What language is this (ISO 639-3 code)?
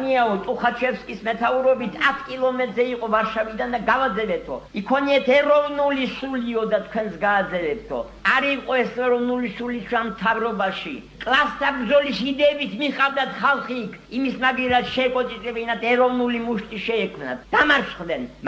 kat